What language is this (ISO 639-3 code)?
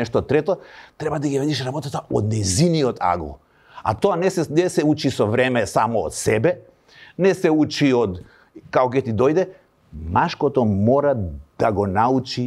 mkd